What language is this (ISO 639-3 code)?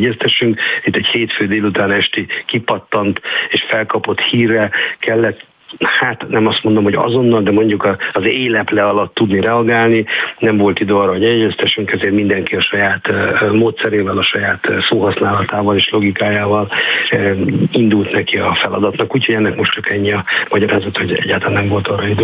hun